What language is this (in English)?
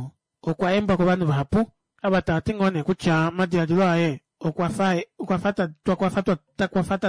Kuanyama